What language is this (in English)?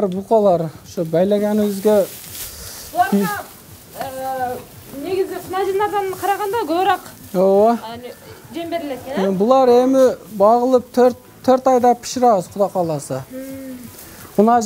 Kyrgyz